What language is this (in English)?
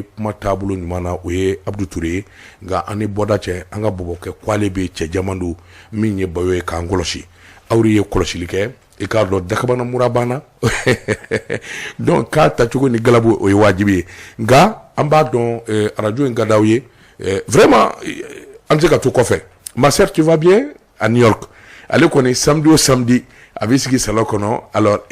Bambara